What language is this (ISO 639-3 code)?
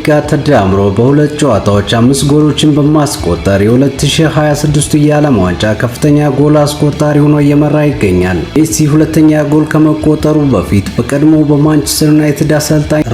amh